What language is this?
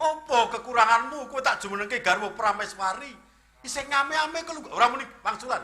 Javanese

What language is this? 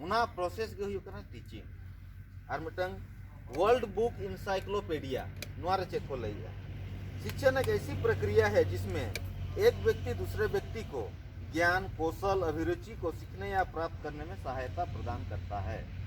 Santali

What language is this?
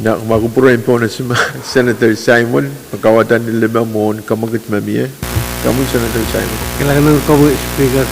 Pohnpeian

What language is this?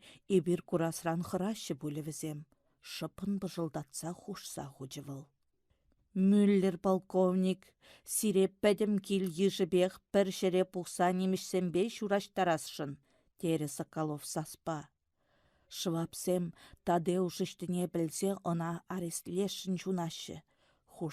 Chuvash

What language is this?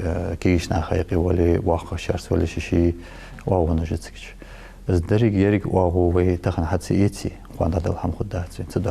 Ingush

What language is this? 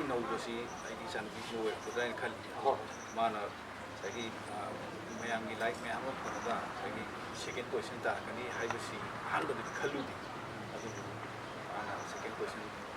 Manipuri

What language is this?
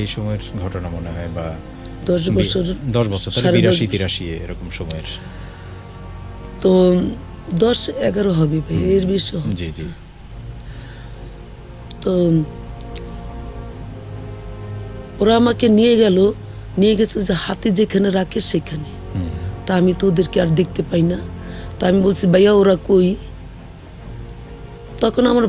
Bangla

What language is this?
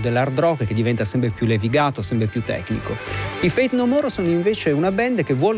Italian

